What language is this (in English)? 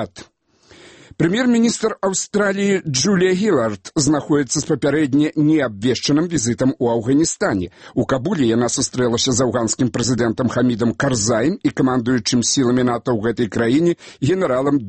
Belarusian